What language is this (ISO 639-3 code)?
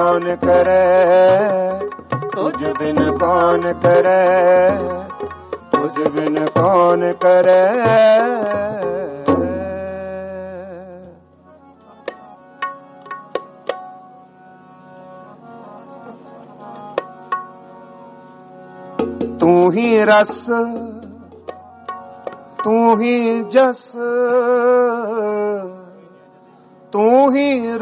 hin